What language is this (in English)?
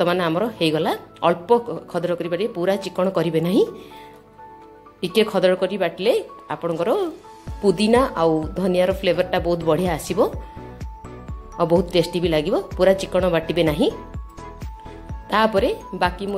Odia